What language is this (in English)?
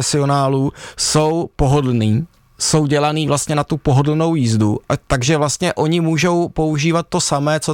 Czech